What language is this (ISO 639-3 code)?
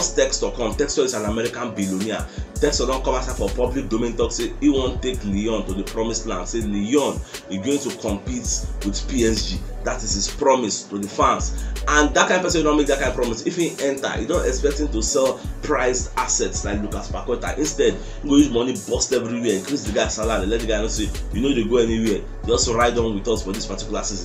pcm